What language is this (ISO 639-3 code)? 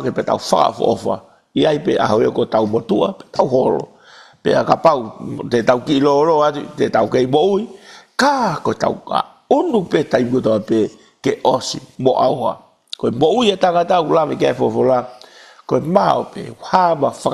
ton